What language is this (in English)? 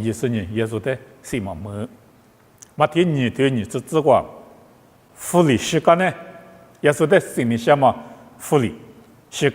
Lisu